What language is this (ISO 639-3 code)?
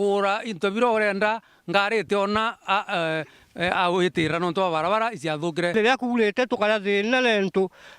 mer